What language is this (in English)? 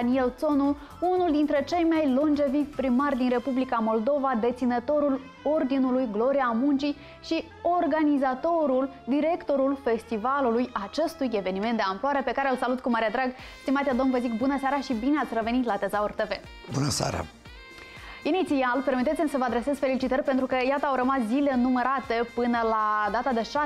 Romanian